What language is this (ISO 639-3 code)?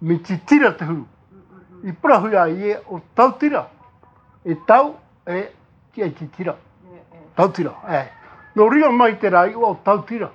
tah